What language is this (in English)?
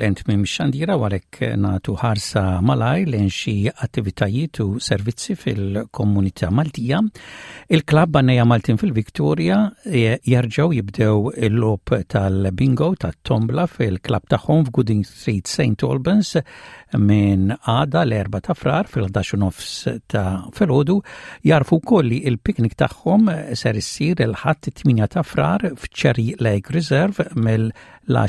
Maltese